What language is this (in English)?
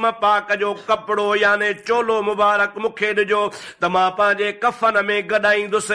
Sindhi